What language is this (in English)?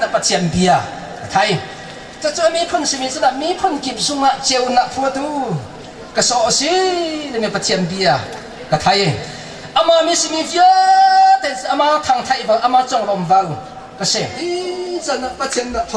Hakha Chin